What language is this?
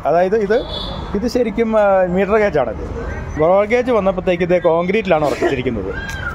Malayalam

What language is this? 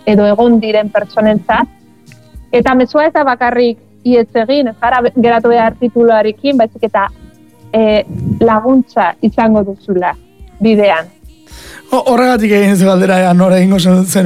Basque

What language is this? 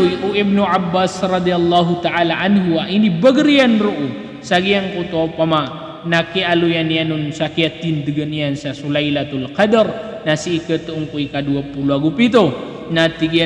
Maranao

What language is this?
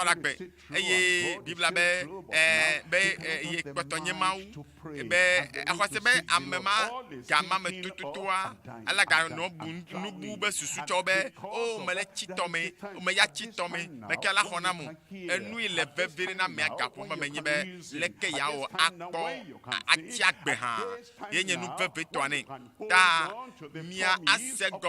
Ewe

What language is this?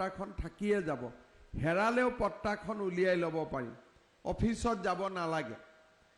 Assamese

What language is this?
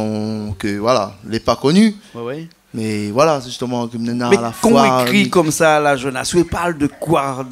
Réunion Creole French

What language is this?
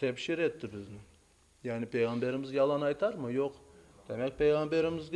Crimean Tatar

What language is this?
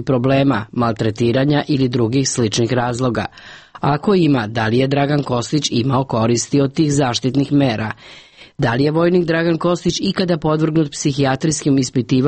Serbian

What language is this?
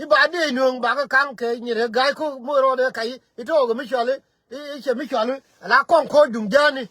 Nuer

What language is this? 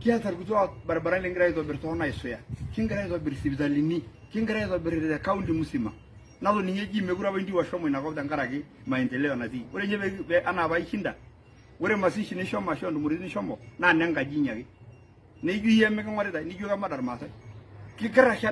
Masai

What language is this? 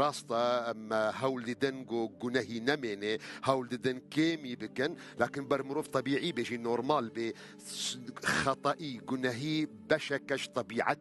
Kurdish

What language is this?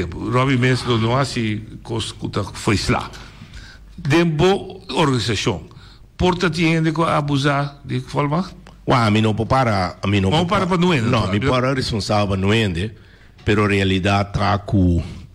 Portuguese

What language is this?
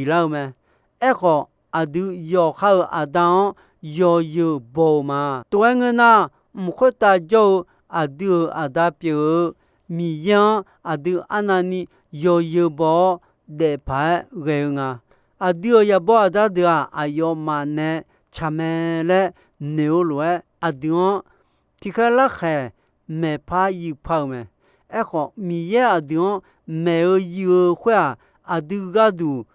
Akha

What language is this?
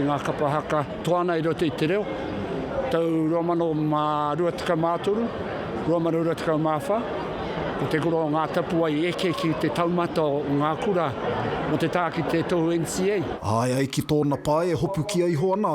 Māori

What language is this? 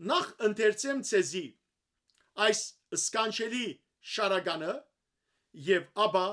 Western Armenian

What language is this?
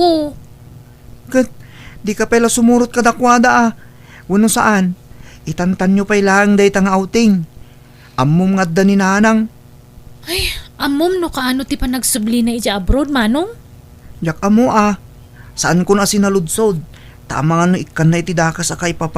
Iloko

